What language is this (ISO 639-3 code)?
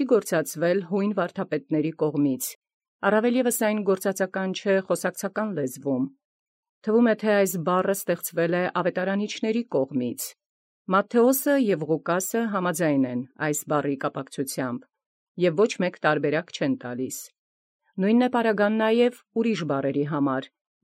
hye